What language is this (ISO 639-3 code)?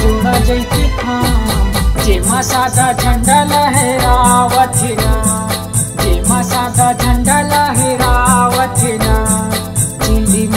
hne